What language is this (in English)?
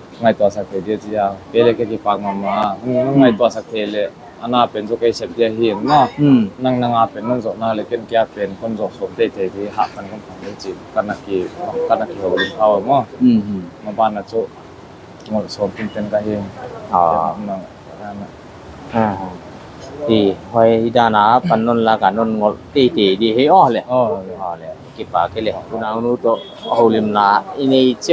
Paite Chin